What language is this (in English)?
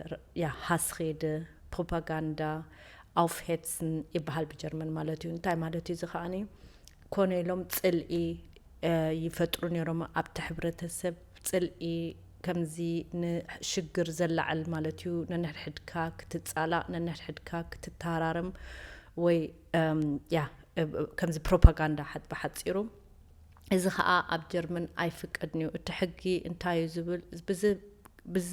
Tigrinya